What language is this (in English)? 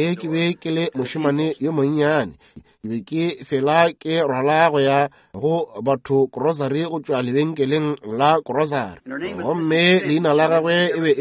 Northern Sotho